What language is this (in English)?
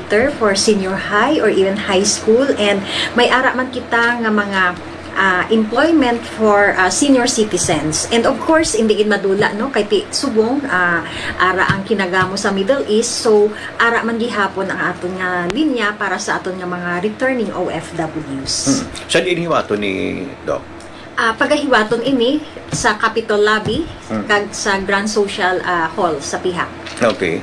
Hiligaynon